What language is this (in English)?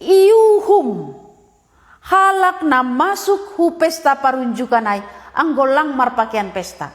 Batak Simalungun